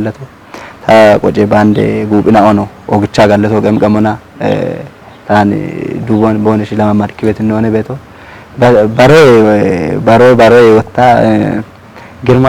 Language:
Kafa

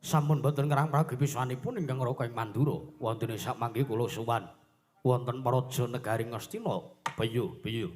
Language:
Javanese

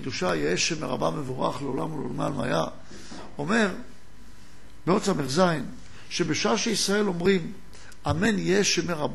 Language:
Hebrew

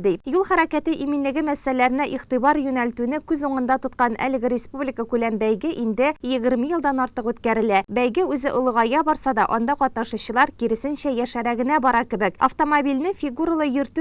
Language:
Tatar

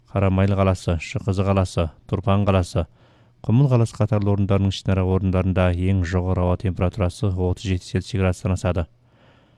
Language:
Kazakh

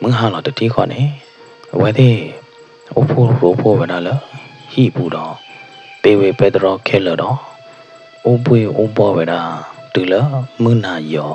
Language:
S'gaw Karen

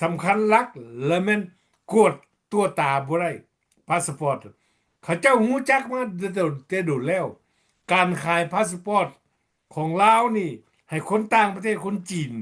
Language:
Lao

